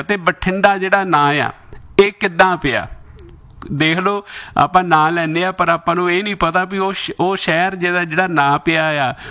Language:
Punjabi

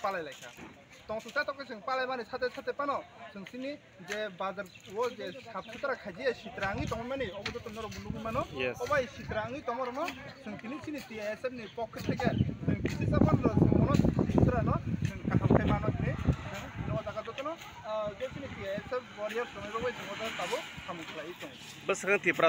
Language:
Kok Borok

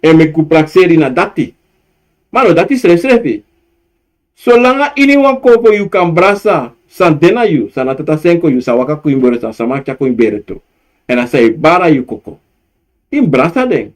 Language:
Sranan Tongo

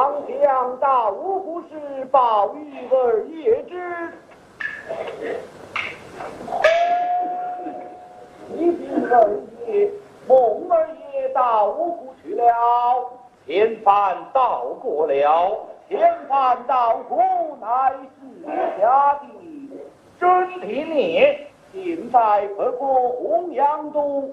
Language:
Chinese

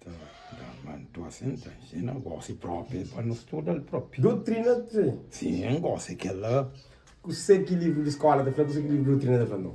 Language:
Kabuverdianu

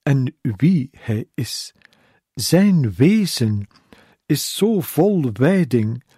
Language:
Dutch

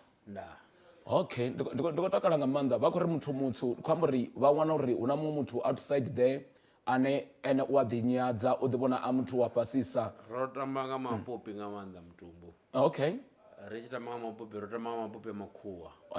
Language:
Venda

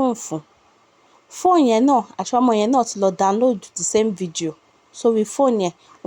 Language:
Yoruba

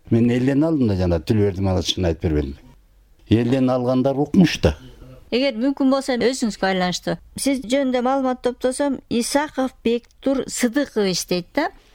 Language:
Kyrgyz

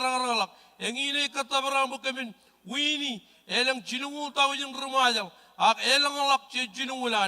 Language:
Marshallese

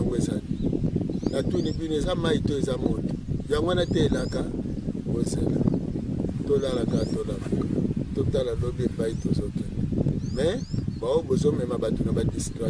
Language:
Lingala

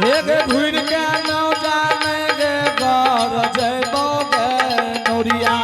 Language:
Angika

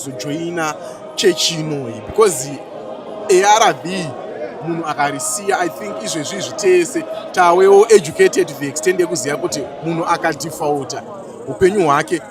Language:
Shona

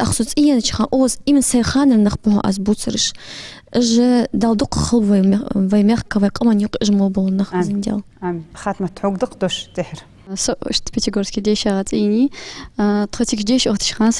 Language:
Ingush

